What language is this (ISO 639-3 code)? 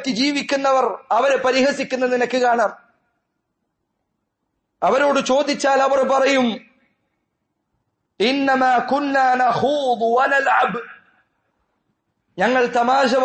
mal